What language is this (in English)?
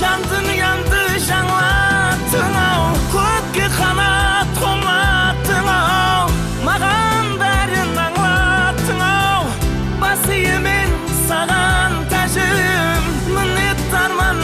Kara-Kalpak